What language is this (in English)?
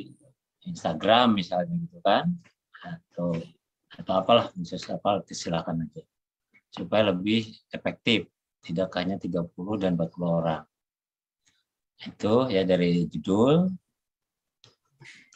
Indonesian